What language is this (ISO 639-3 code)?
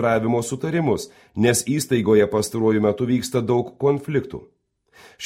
lit